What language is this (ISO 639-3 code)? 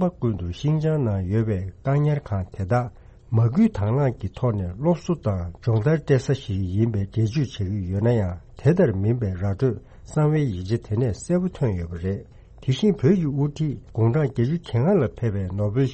bod